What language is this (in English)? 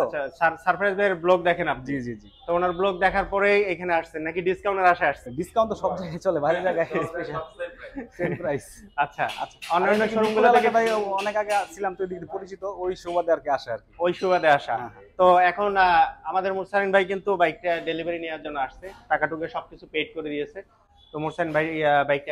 Bangla